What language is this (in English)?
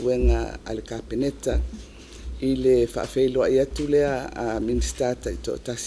Samoan